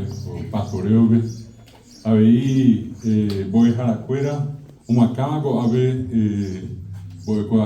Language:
Guarani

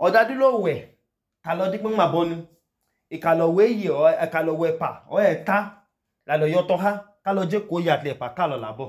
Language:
Idoma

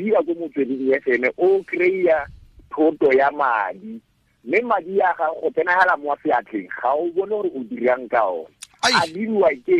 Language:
Tswana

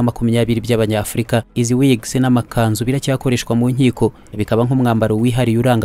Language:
Kinyarwanda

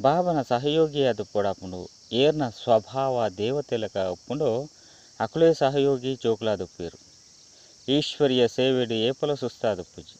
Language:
Tulu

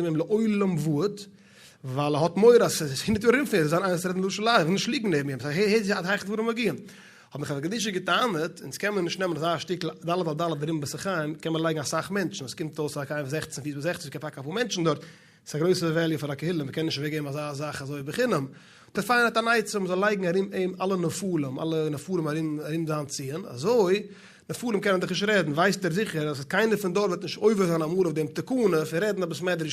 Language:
Yiddish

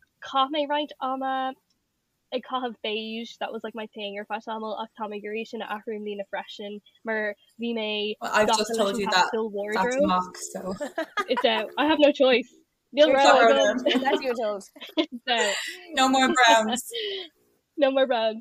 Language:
Irish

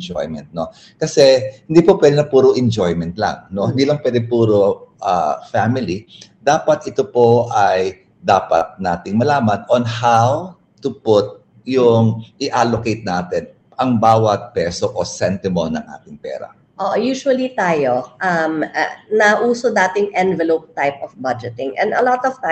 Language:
Filipino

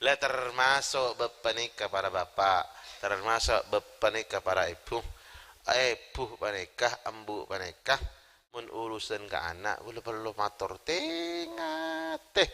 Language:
Madurese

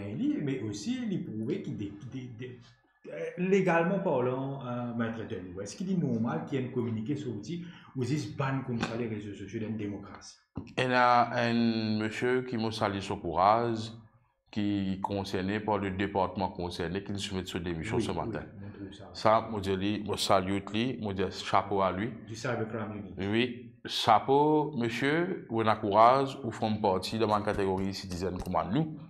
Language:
Morisyen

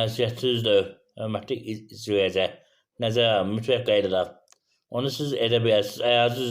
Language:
Azerbaijani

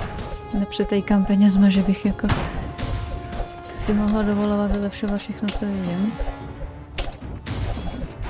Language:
Czech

